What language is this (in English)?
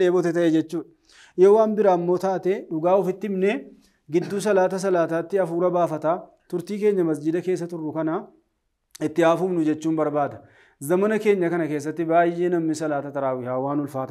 Oromo